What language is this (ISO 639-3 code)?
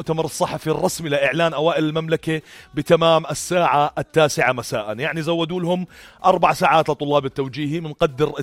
apc